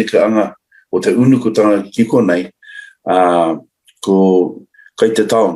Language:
Māori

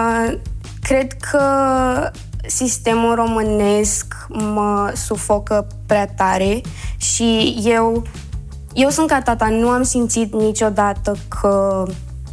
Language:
Romanian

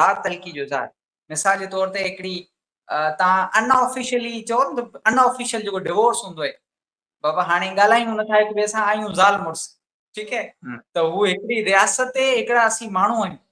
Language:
Sindhi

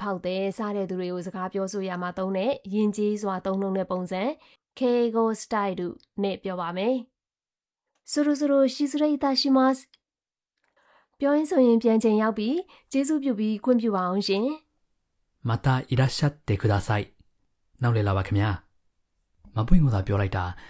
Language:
Burmese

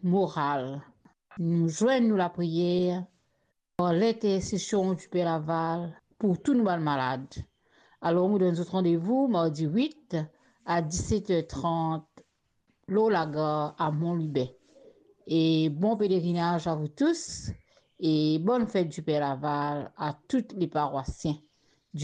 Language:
Morisyen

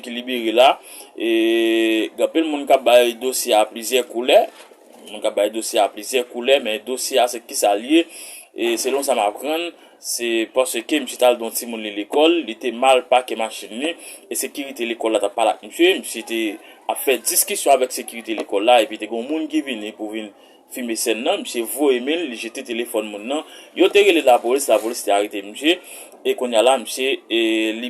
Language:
Haitian Creole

